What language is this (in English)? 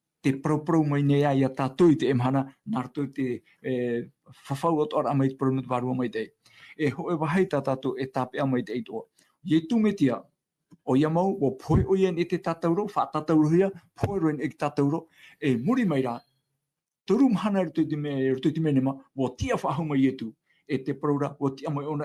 Tahitian